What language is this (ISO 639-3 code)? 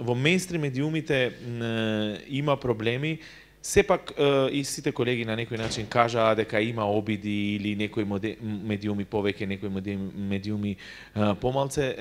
mkd